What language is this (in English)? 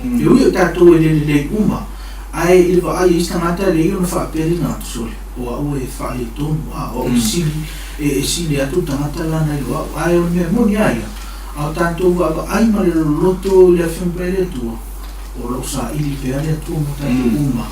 Samoan